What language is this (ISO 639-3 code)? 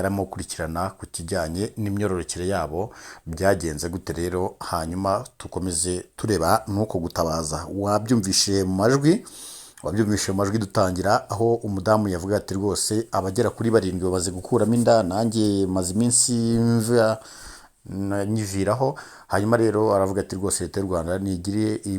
kin